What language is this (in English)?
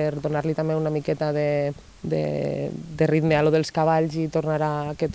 Catalan